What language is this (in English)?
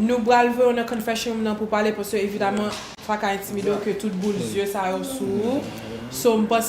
Haitian Creole